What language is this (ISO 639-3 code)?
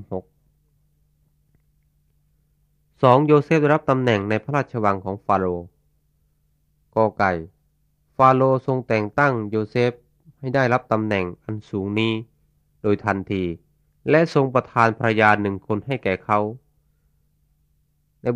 tha